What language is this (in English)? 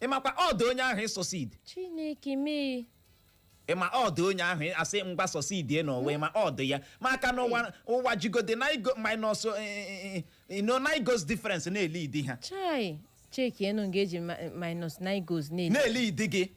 Igbo